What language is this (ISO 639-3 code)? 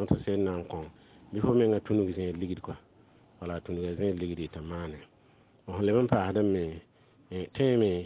mos